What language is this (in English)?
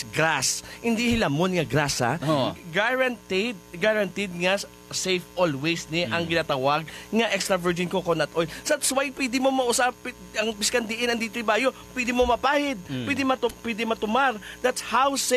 Hiligaynon